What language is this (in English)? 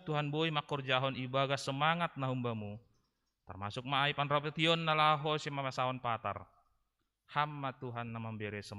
Batak Simalungun